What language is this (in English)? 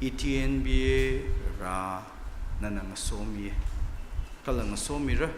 Tangkhul Naga (India)